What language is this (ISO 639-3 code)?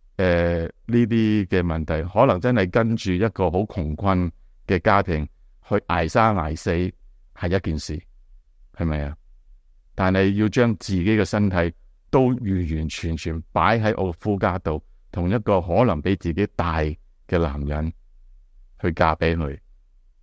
yue